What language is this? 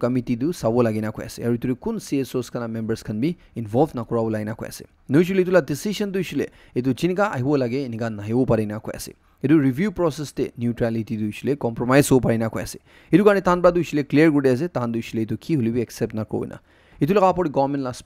Naga Pidgin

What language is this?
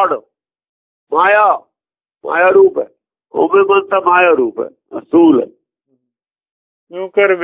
Punjabi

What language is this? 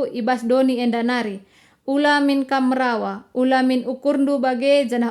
Batak Karo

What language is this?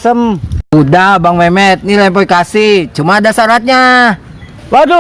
Betawi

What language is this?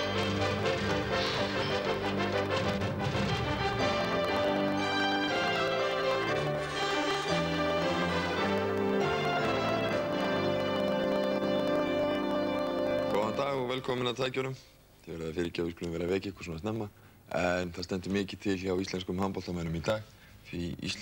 Icelandic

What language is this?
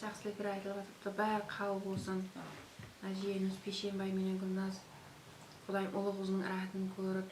Kara-Kalpak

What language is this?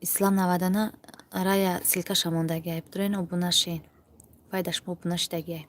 Tajik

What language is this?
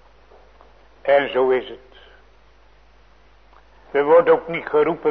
Dutch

